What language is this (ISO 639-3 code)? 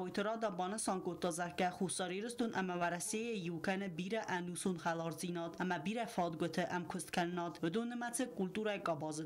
oss